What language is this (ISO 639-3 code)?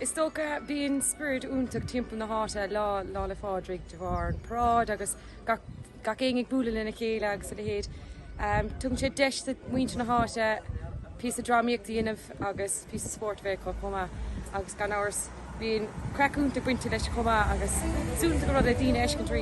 gle